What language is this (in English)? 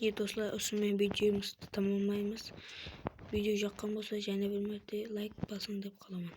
Kara-Kalpak